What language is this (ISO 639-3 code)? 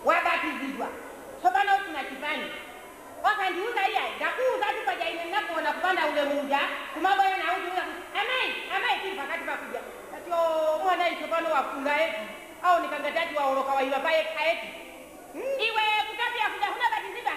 nya